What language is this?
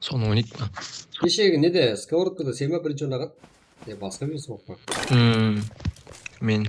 Kara-Kalpak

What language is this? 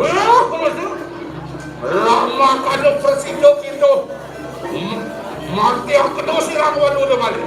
Balinese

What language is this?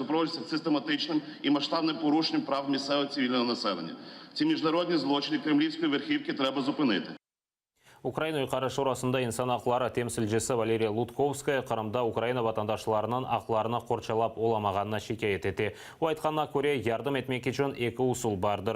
Crimean Tatar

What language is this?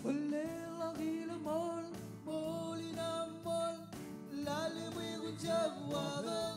Marshallese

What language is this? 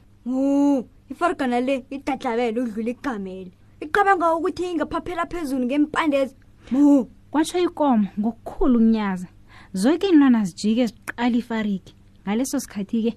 South Ndebele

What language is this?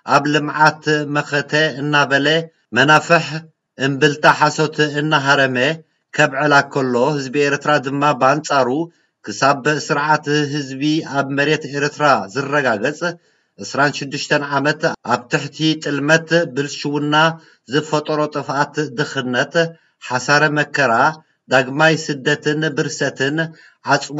Tigrinya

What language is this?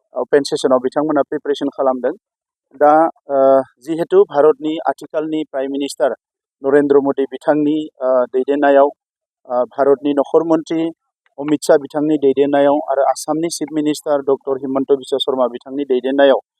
Bodo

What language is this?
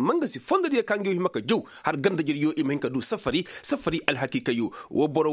Koyraboro Senni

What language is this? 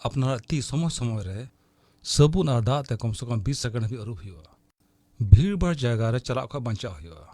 Santali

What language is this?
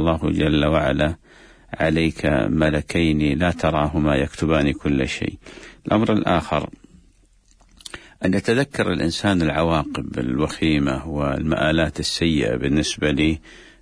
Arabic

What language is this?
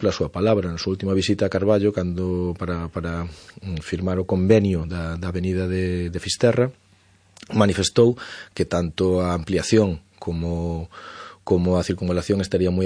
Galician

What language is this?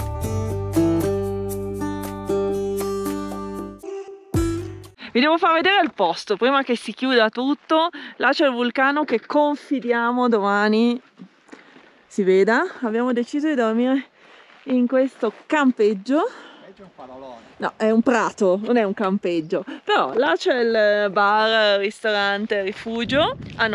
Italian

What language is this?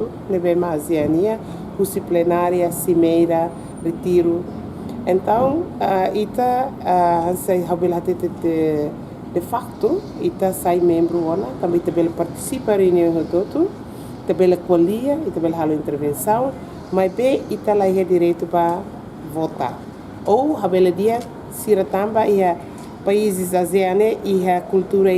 Tetum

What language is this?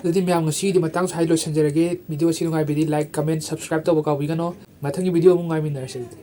Manipuri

